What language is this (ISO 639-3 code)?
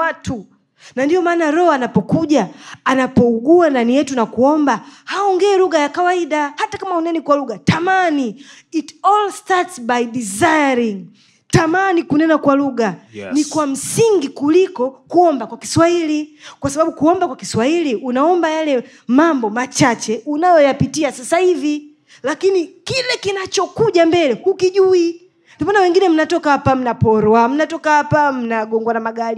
swa